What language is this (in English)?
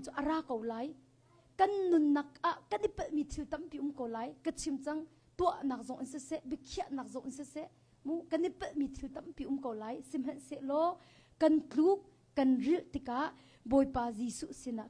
Hakha Chin